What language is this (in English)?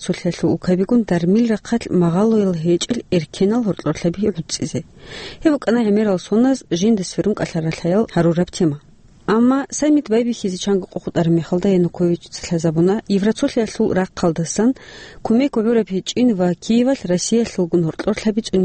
Avaric